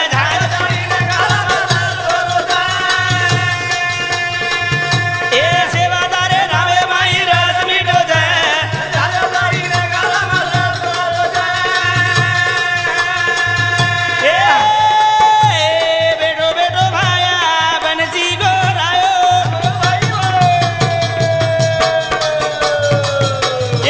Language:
Lambadi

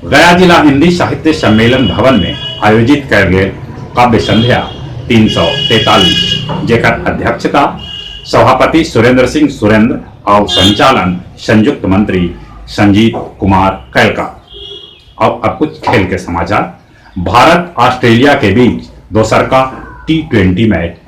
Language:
Magahi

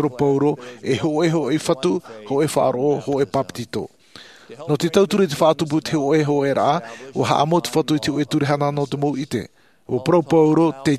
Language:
Tahitian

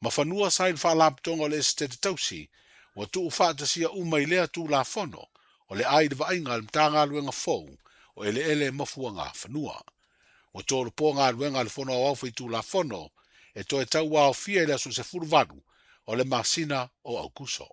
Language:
Samoan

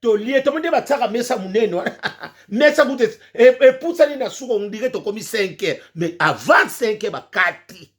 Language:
Lingala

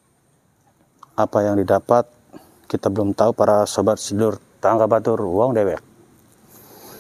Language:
Indonesian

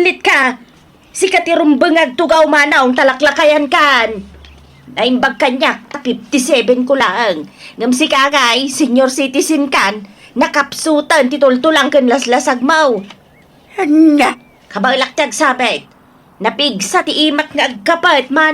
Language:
Iloko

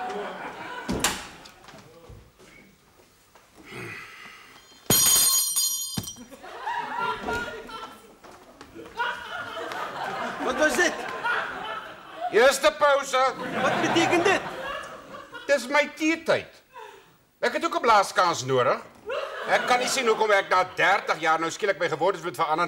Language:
Afrikaans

